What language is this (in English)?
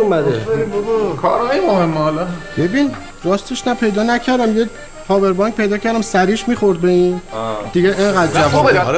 Persian